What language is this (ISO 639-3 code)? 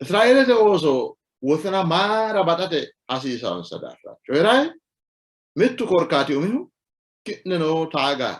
sid